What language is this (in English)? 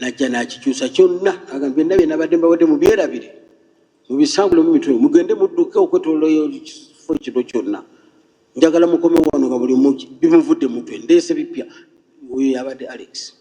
Ganda